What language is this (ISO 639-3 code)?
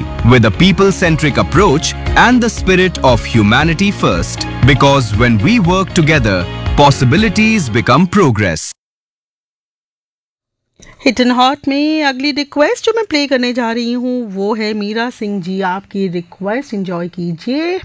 mar